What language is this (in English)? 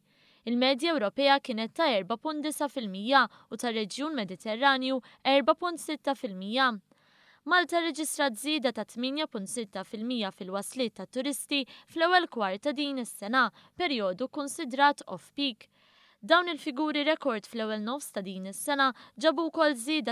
Maltese